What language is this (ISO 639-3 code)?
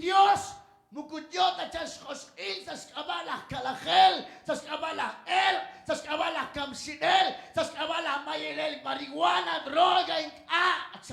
kek